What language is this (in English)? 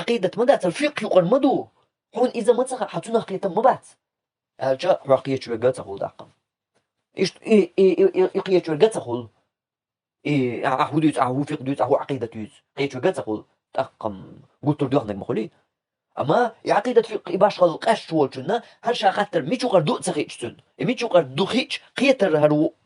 Chechen